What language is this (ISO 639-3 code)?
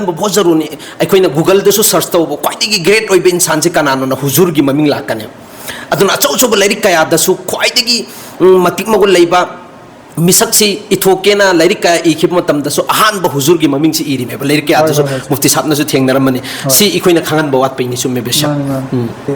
mni